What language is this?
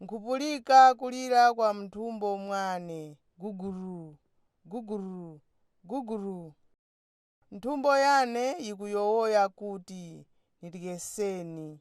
Nyanja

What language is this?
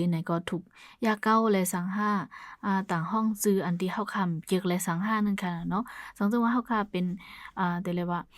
Shan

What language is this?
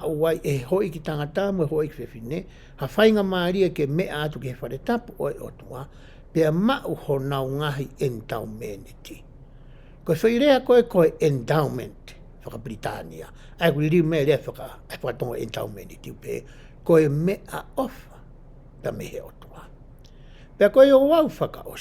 Tongan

